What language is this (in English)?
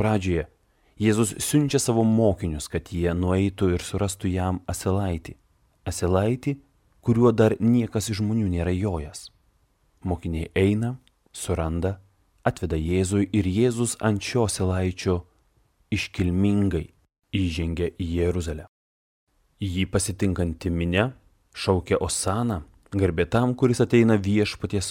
Lithuanian